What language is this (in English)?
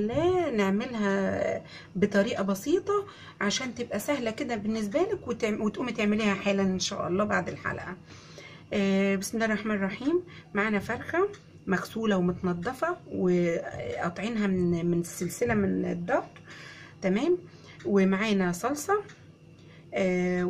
Egyptian Arabic